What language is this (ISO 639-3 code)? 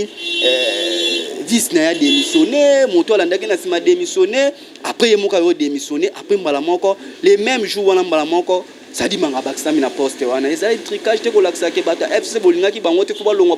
lin